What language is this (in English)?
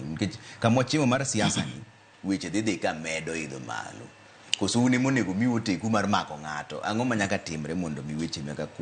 Luo (Kenya and Tanzania)